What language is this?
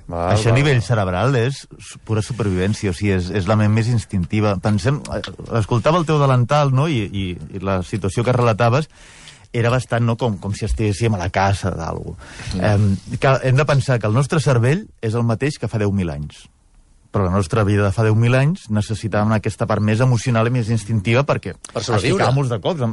Catalan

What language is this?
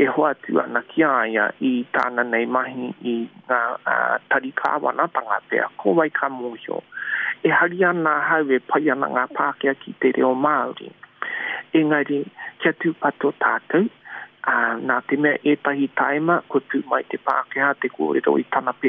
Māori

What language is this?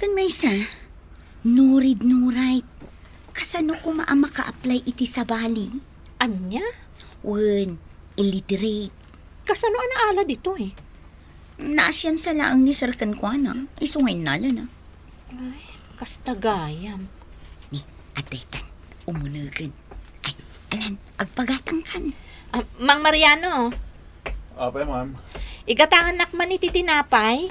Iloko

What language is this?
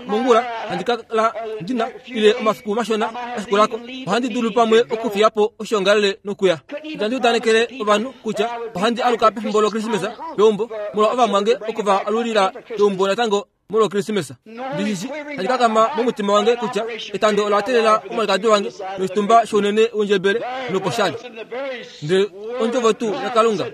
Kuanyama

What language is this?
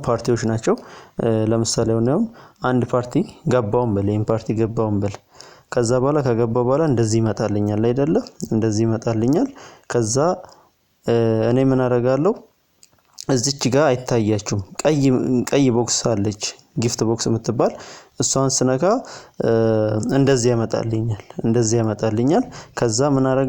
Amharic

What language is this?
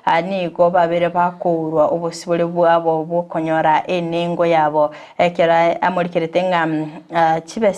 Gusii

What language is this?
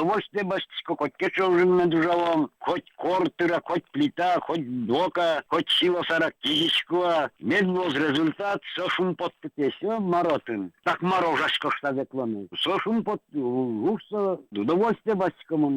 Udmurt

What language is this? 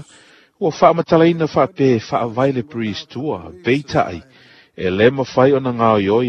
Samoan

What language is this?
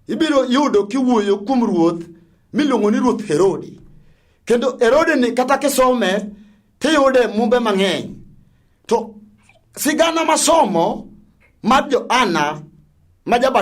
Luo (Kenya and Tanzania)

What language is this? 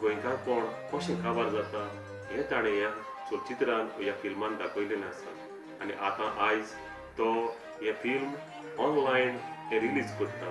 Konkani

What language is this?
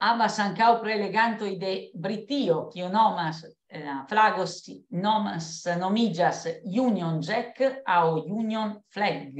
Esperanto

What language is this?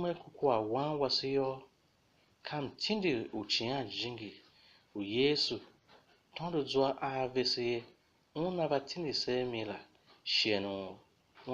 Tiv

